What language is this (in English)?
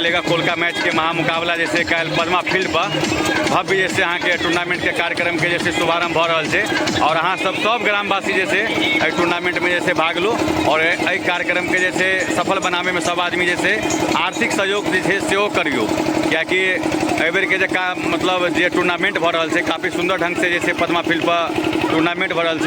Maithili